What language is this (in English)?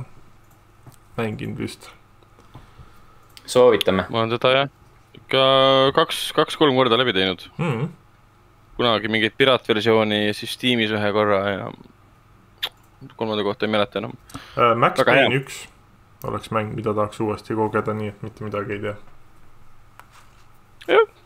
Estonian